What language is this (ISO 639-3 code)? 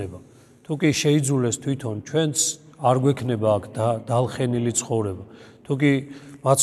kat